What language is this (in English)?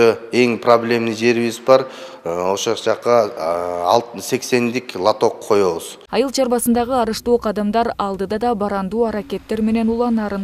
Kyrgyz